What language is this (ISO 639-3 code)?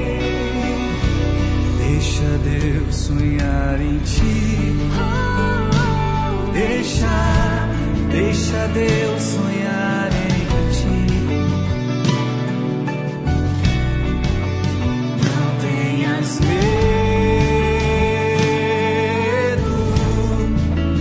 por